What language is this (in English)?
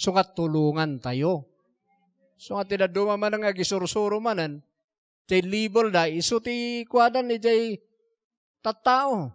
Iloko